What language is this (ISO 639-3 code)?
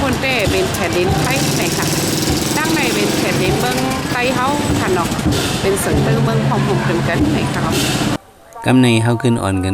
shn